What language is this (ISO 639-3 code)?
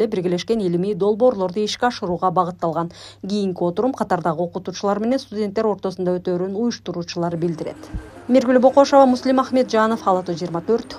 kir